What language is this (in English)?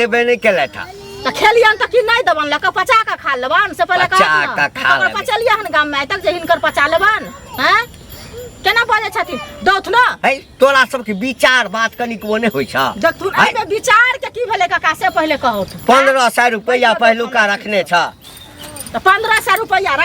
Maithili